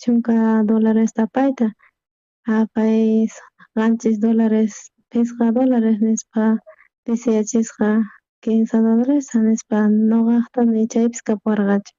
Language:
South Bolivian Quechua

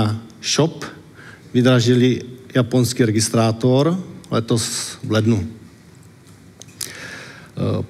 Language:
Czech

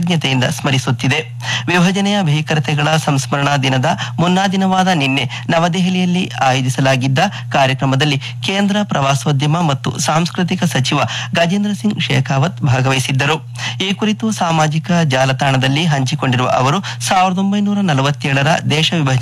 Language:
Kannada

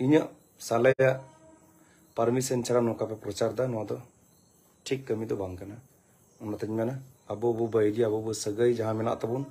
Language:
Santali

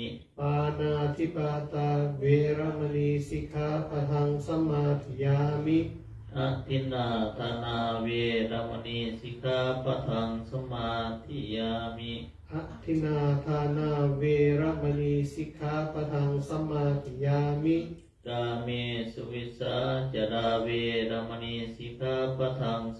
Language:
Pali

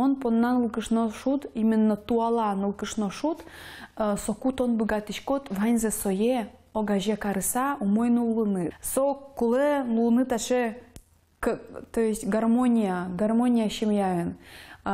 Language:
Udmurt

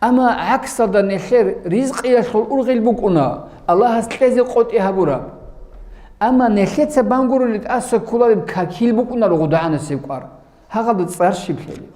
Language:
Avaric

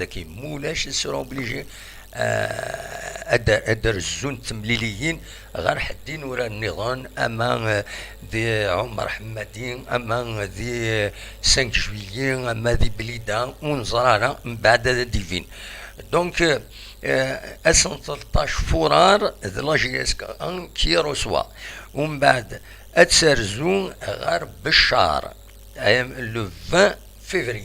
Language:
Kabyle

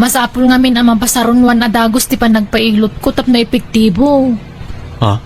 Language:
Iloko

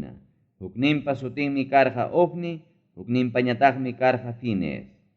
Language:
Ayacucho Quechua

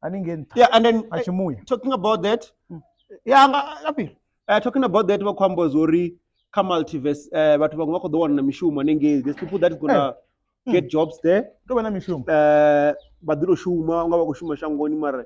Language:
Venda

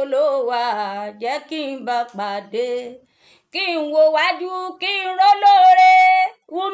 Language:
Yoruba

